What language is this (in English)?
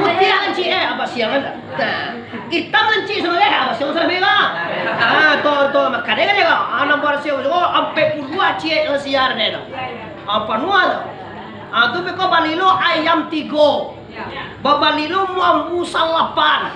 Minangkabau